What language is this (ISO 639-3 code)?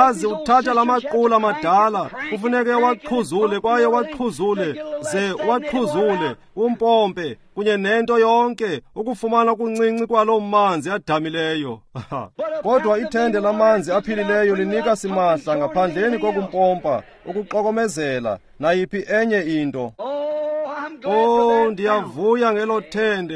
xho